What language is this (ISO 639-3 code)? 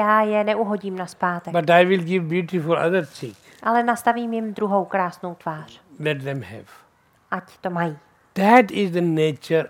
ces